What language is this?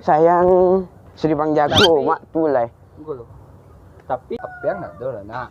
Minangkabau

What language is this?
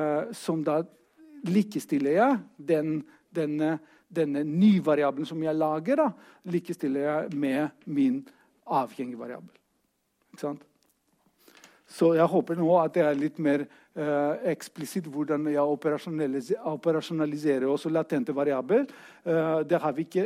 Norwegian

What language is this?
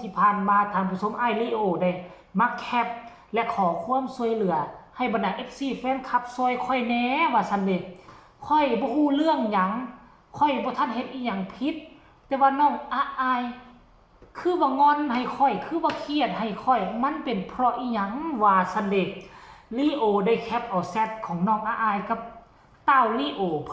Northeastern Thai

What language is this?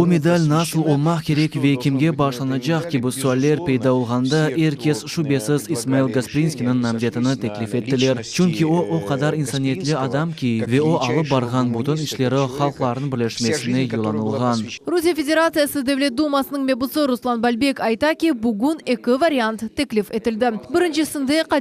Crimean Tatar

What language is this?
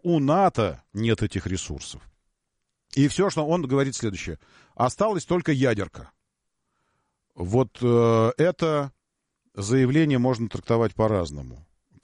Russian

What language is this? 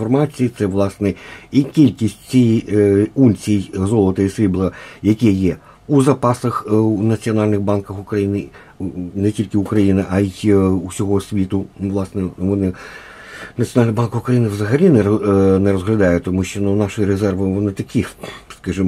Ukrainian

